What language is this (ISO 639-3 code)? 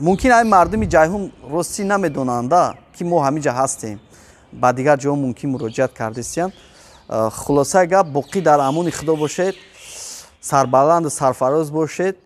tgk